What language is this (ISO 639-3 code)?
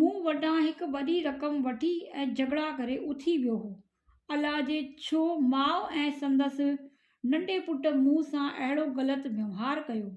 snd